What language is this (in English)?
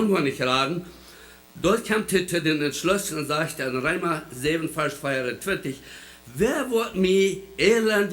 Plautdietsch